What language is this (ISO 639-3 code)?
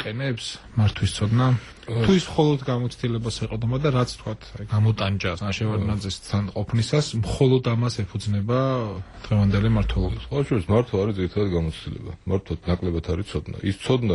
kat